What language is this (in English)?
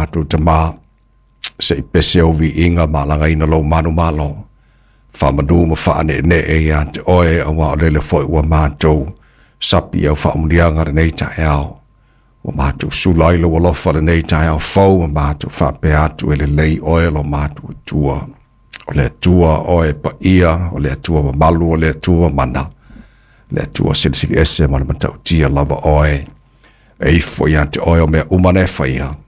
Samoan